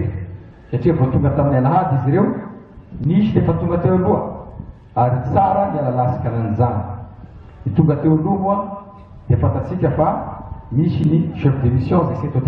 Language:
Malagasy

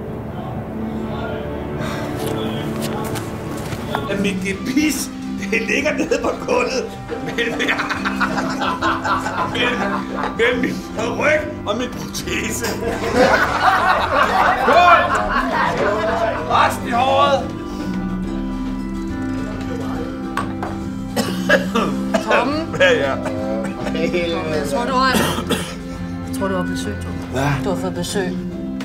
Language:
Danish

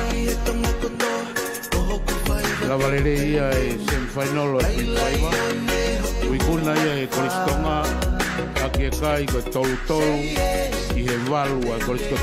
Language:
Tongan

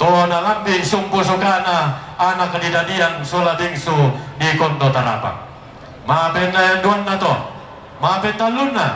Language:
Toraja-Sa'dan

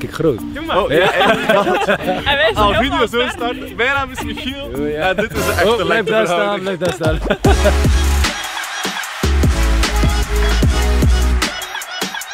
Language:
Dutch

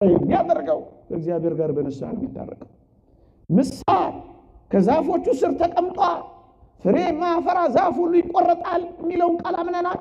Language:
Amharic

